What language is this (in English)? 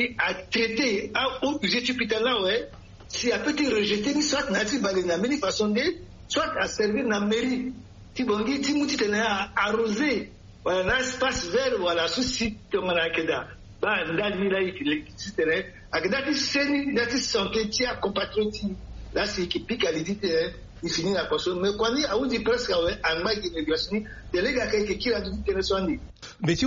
Sango